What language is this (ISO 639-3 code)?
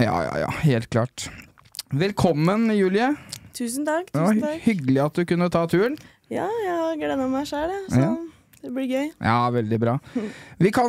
nor